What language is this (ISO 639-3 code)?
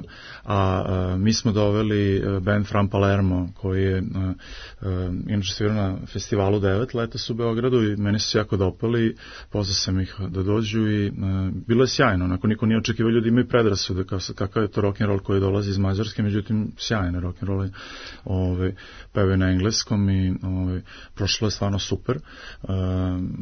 srp